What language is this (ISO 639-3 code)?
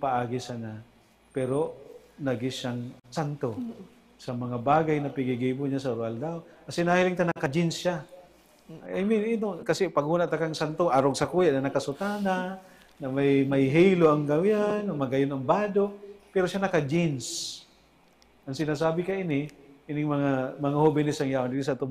bik